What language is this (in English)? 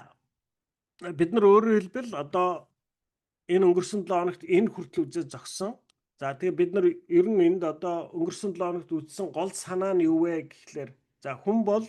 Mongolian